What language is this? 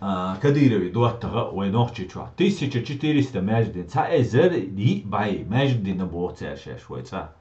Chechen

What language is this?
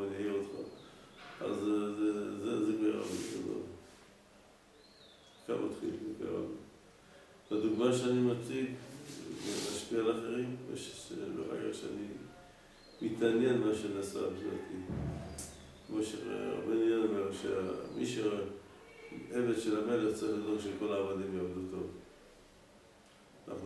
Hebrew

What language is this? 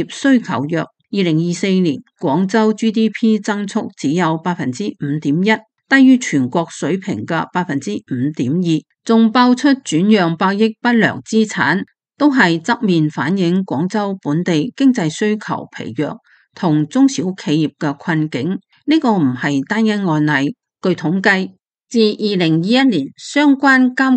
Cantonese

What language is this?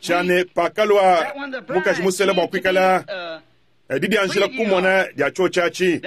Luba-Lulua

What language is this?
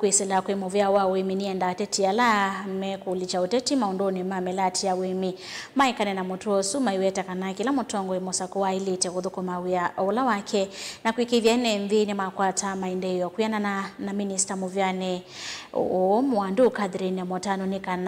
Kamba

